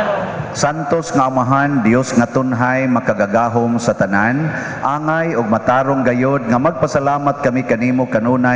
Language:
Cebuano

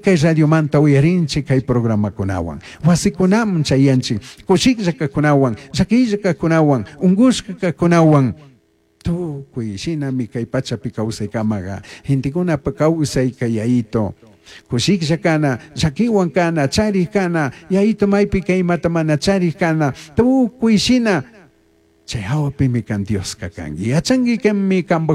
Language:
Chimborazo Highland Quichua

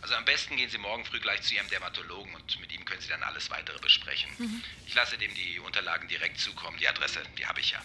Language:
Bavarian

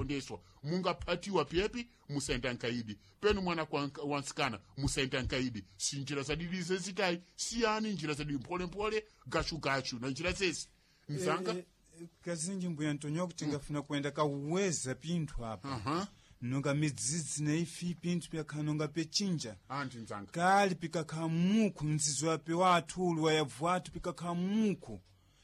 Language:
Sena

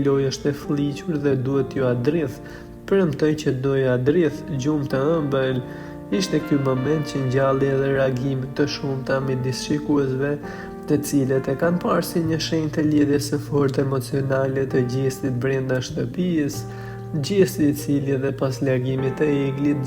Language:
Albanian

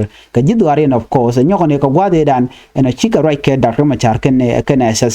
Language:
Nuer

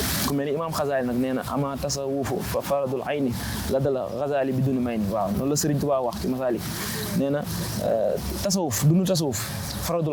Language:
Wolof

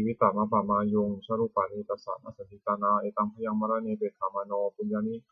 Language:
Pali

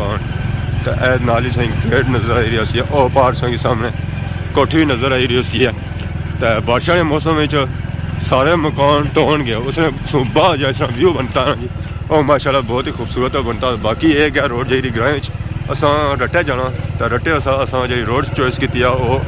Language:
Pahari-Potwari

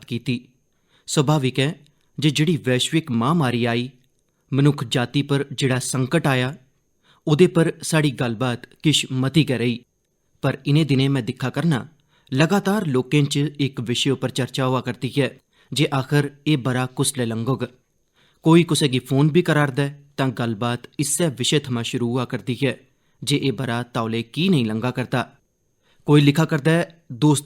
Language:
Dogri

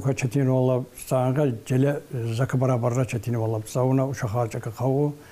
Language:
Tsakhur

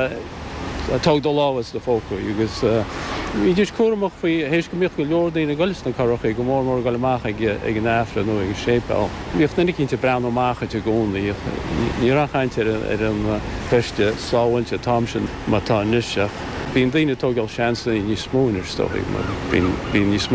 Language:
Irish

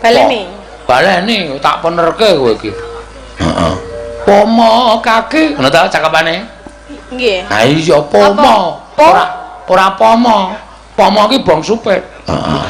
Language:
Javanese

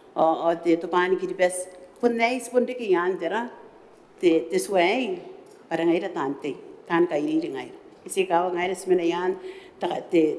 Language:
Gilbertese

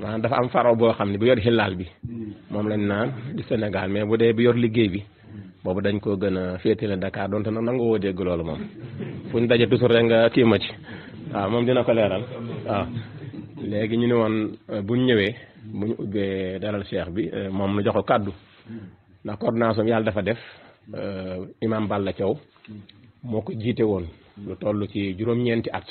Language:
Wolof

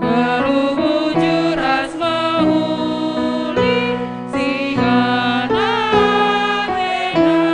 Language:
Batak Karo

